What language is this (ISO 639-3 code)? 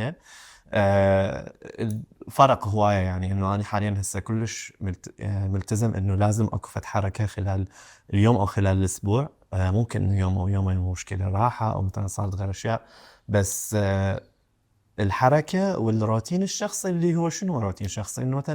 acm